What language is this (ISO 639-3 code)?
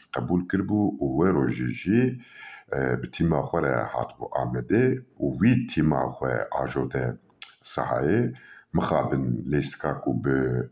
kur